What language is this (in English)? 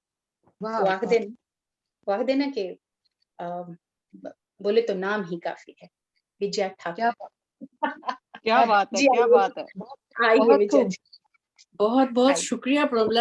Dogri